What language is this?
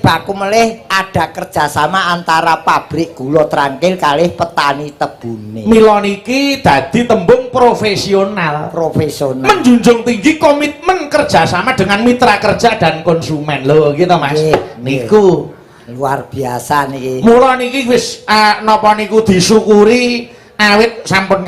Javanese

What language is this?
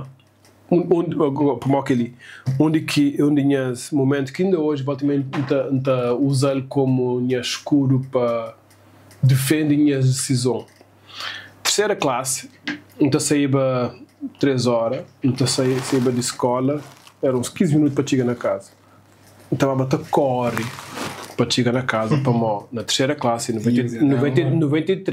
Kabuverdianu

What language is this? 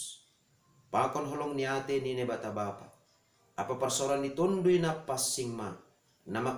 Batak Simalungun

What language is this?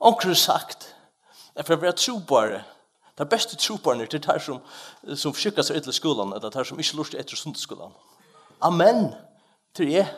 Faroese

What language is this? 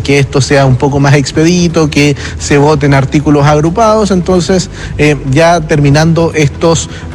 Spanish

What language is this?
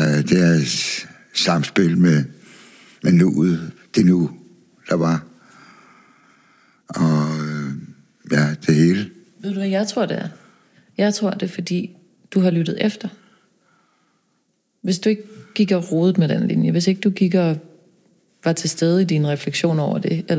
Danish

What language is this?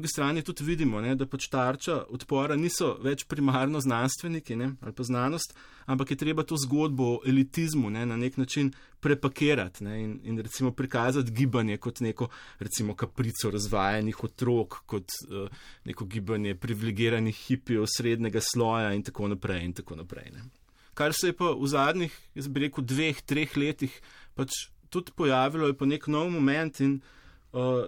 Slovenian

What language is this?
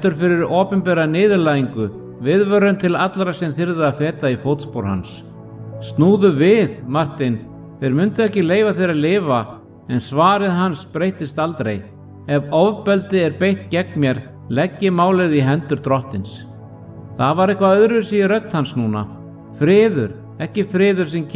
Icelandic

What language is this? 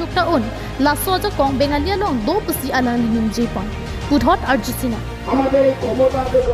Karbi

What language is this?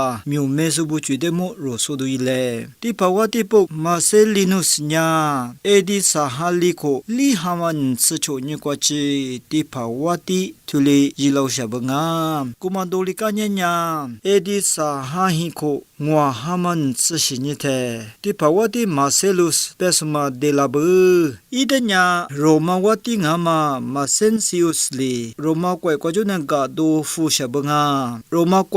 Lisu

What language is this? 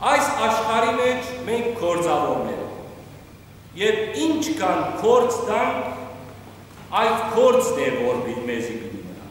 Western Armenian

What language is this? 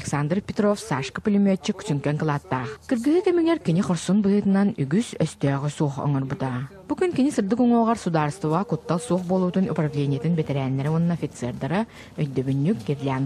Yakut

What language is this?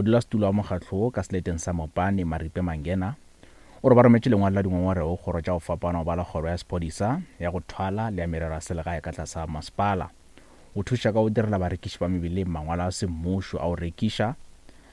Northern Sotho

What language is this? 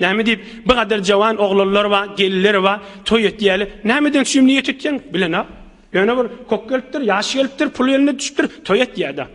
Turkmen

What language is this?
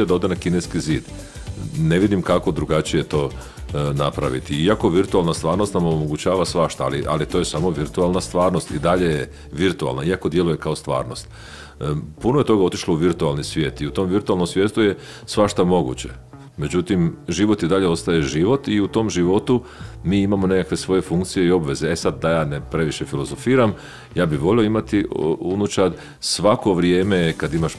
Croatian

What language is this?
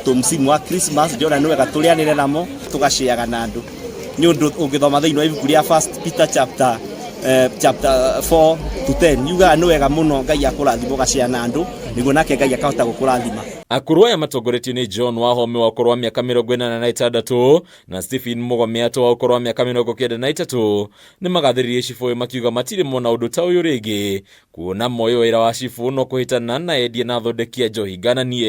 Kikuyu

